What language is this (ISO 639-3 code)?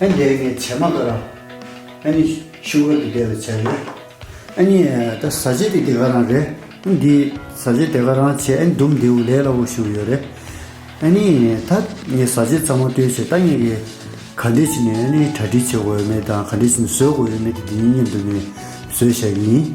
bod